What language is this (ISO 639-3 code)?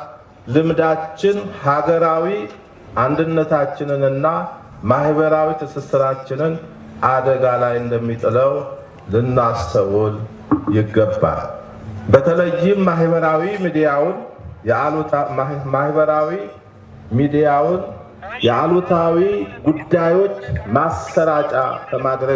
amh